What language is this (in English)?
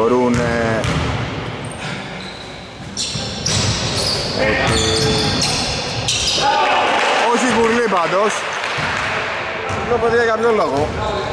Greek